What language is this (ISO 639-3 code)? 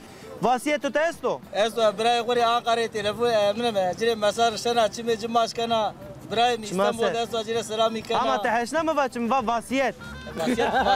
zza